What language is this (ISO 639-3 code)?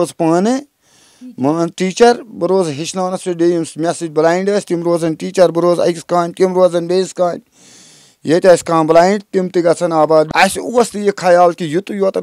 kas